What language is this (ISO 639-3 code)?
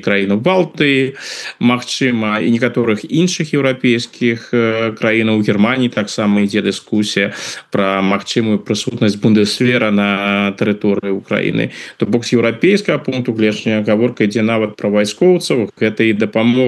bel